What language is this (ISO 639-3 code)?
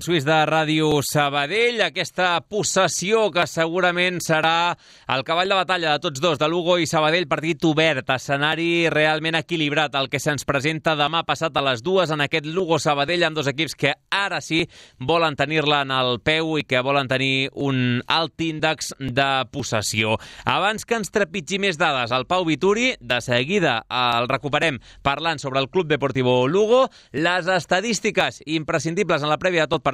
cat